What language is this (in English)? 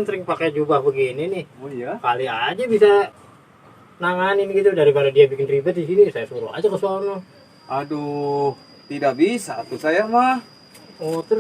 Betawi